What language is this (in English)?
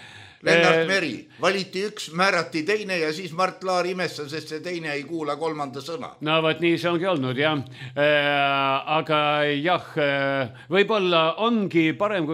Estonian